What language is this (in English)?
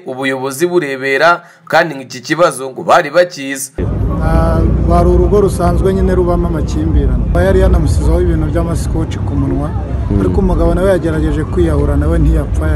Kinyarwanda